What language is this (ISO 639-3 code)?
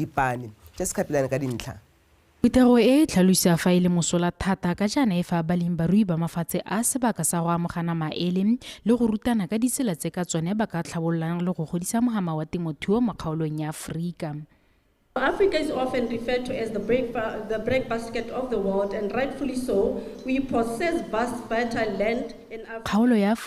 tsn